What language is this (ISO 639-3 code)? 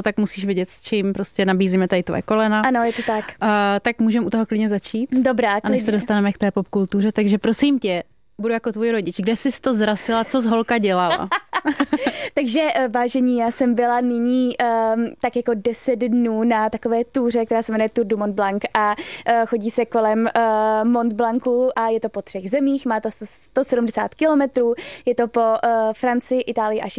ces